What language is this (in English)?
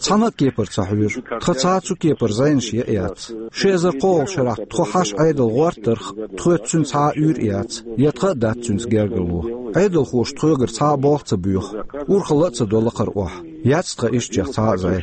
Chechen